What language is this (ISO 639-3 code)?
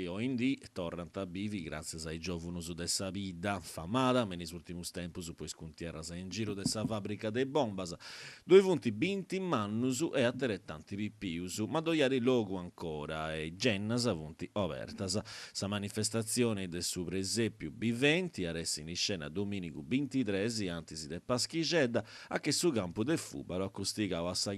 srd